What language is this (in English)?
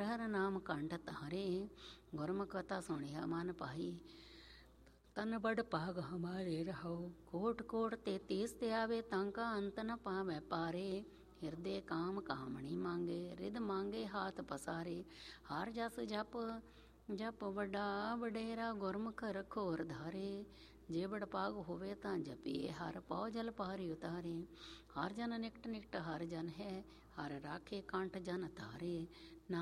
Punjabi